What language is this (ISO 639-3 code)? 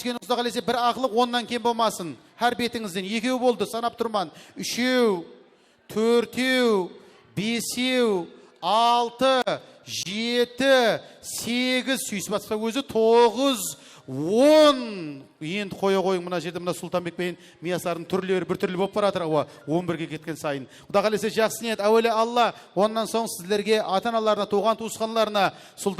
kaa